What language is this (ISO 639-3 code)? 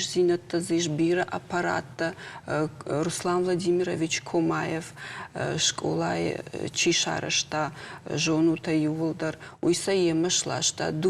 oss